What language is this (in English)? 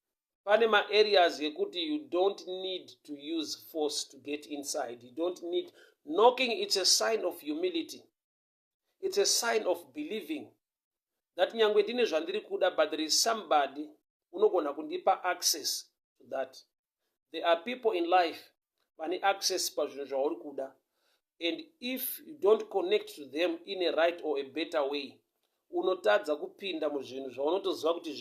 Shona